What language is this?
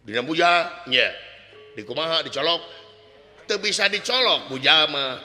Sundanese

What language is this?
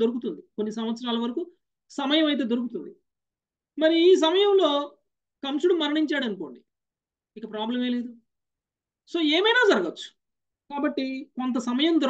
Telugu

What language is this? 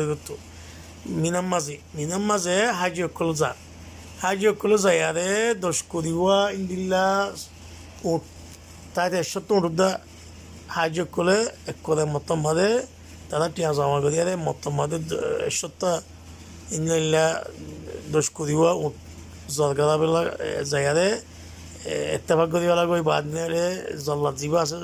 Rohingya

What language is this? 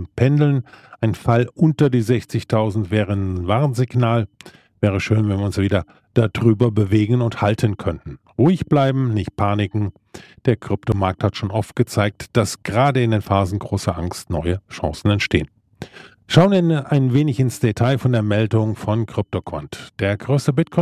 German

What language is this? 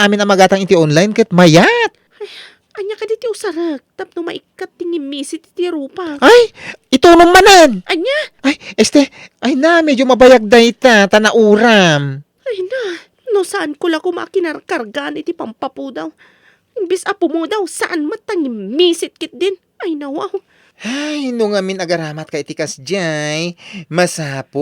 Iloko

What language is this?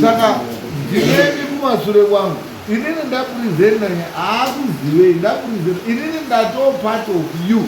Shona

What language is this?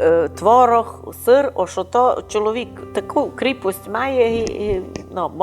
Rusyn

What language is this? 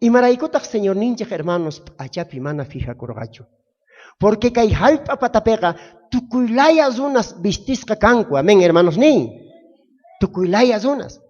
South Bolivian Quechua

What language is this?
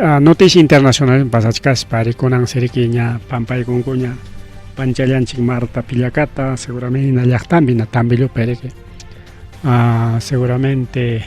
Ayacucho Quechua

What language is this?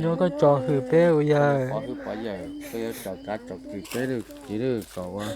Hmong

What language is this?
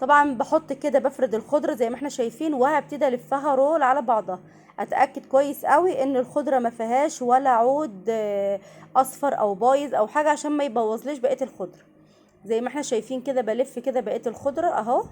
Egyptian Arabic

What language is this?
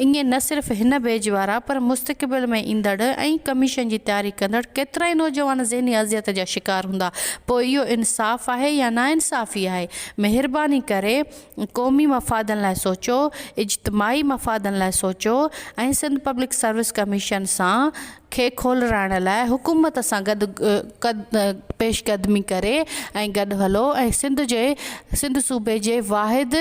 Sindhi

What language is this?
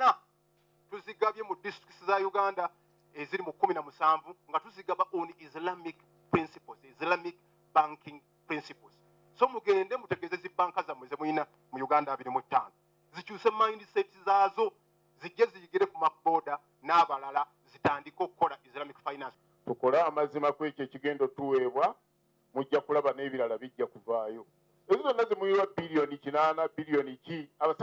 Ganda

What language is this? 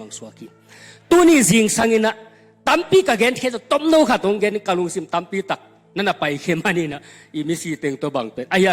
Tedim Chin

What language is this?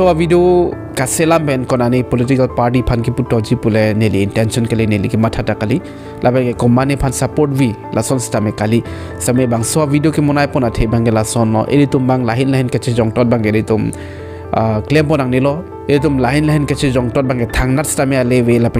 Karbi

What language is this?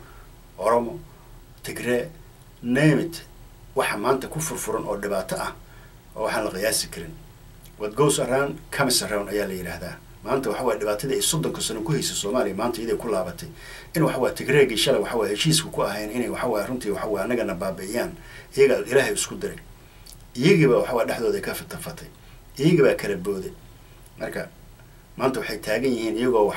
Somali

